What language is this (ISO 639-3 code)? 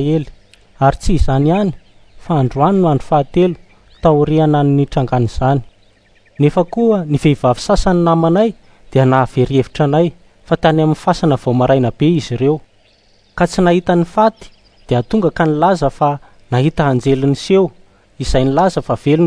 mlg